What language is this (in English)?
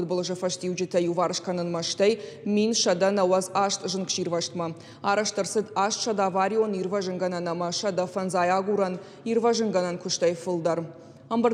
Ossetic